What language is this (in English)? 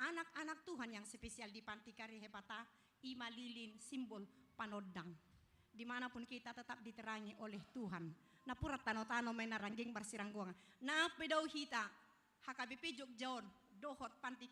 Batak Toba